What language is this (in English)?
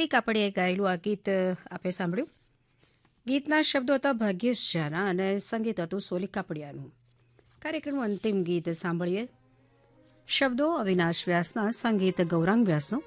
Gujarati